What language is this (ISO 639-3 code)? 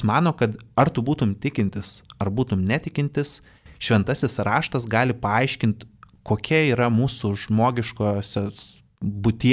lit